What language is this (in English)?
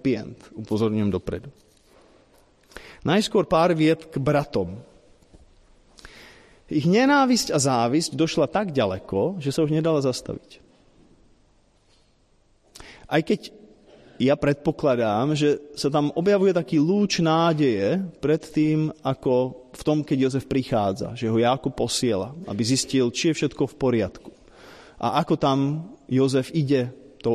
Slovak